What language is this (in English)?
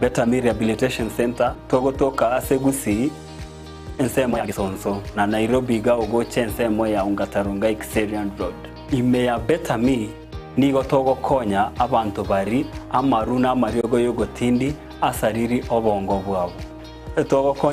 Gusii